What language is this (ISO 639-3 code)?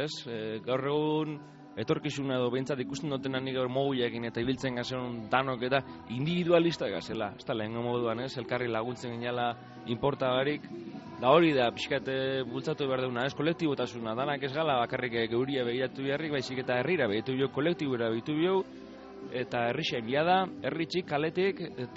eus